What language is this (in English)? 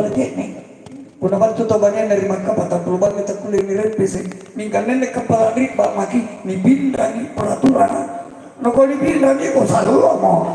Makasar